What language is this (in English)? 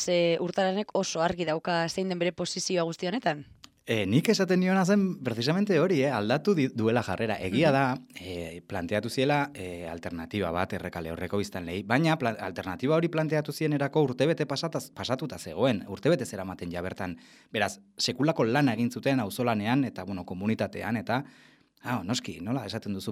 Basque